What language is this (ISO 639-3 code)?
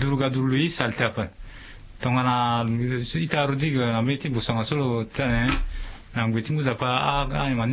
sag